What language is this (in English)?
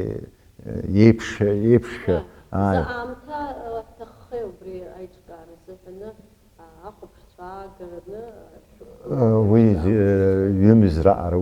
Abkhazian